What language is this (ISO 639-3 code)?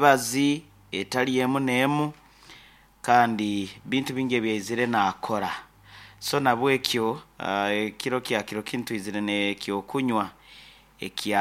nyn